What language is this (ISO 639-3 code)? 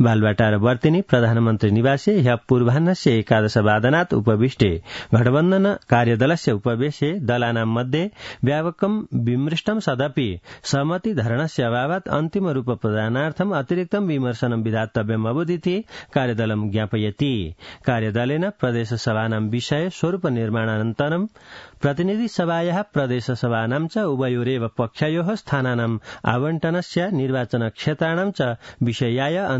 san